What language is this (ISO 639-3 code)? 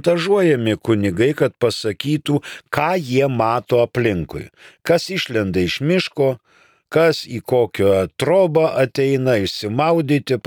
lit